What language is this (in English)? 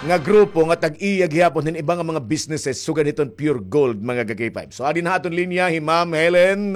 Waray